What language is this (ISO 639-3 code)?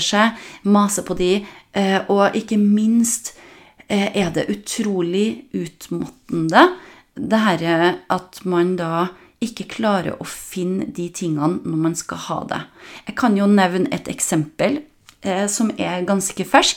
nor